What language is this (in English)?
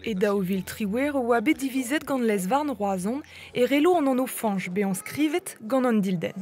Breton